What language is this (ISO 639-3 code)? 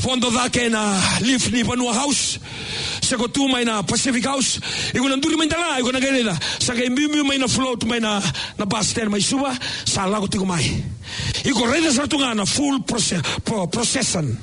fij